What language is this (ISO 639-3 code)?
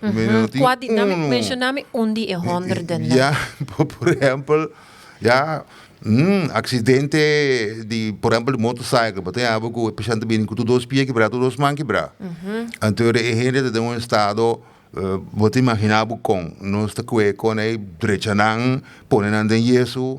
pap